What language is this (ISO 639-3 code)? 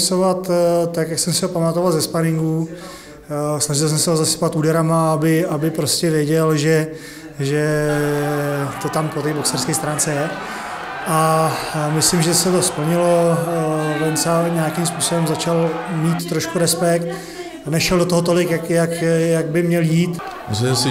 ces